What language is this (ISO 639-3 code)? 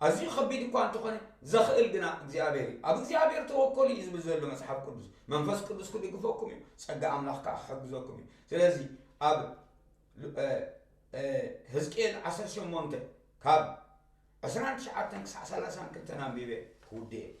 tir